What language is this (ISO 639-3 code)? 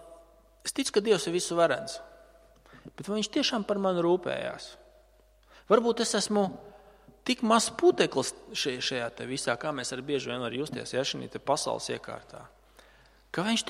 lav